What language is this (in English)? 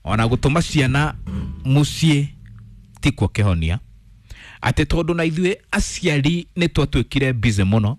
Kikuyu